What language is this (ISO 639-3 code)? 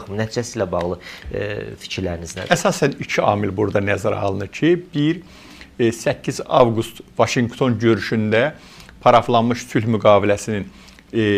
aze